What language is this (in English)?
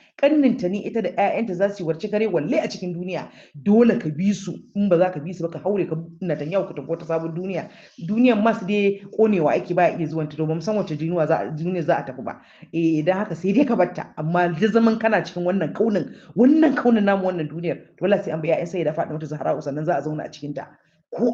Hausa